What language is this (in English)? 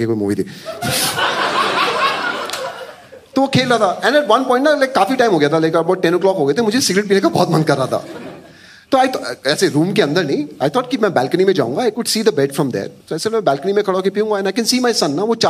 Hindi